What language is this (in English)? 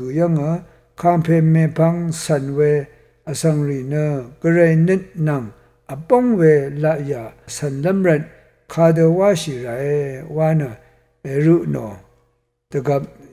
Rawang